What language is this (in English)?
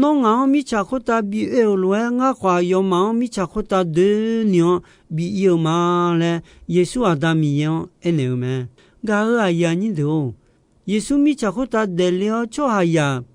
Akha